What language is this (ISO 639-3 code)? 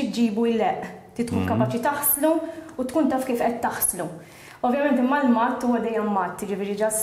mlt